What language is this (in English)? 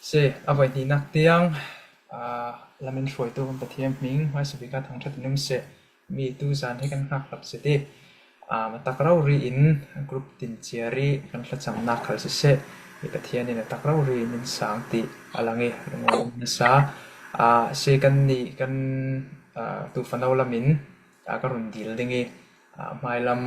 Falam Chin